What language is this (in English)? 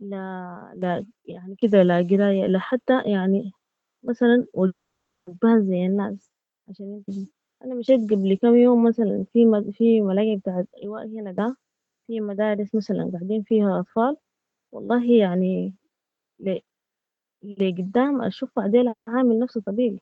Sudanese Arabic